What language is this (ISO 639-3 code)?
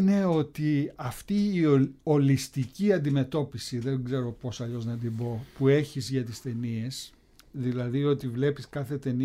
ell